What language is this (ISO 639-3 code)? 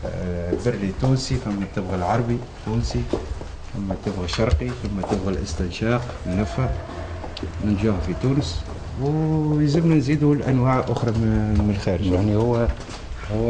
aeb